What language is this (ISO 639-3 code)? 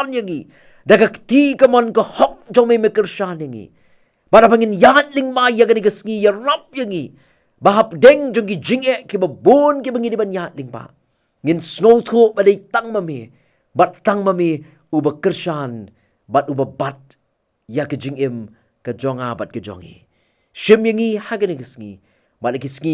kha